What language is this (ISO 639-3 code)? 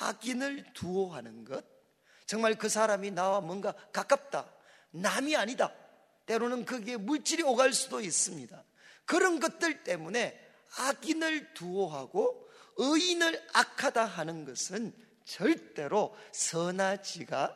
kor